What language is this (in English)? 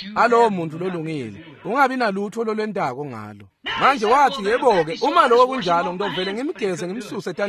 Swati